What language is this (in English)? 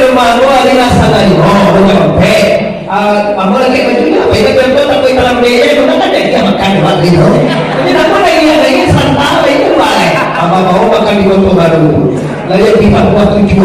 Minangkabau